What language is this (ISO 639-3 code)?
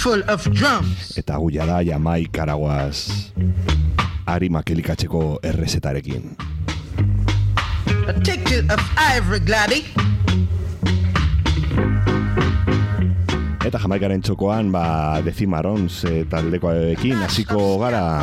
eus